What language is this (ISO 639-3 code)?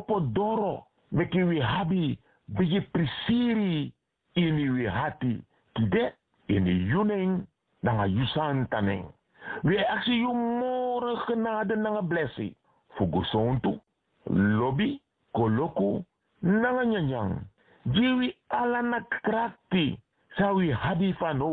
srn